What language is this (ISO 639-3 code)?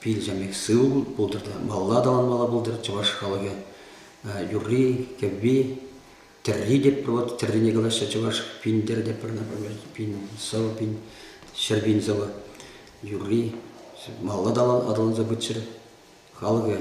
chv